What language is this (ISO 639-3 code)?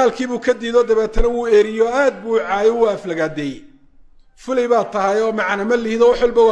som